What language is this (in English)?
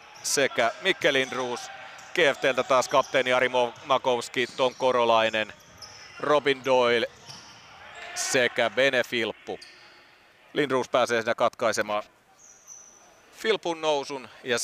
Finnish